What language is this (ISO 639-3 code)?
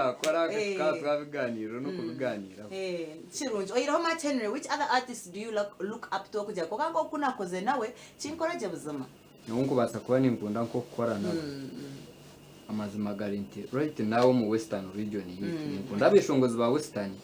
nyn